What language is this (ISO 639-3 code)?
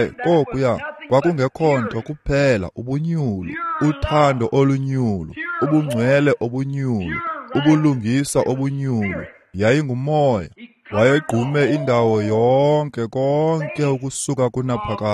xho